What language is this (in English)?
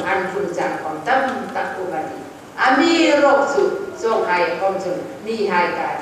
Hmar